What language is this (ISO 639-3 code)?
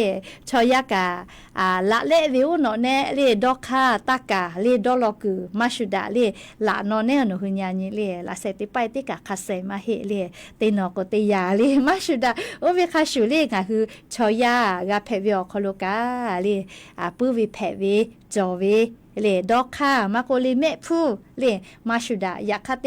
lhu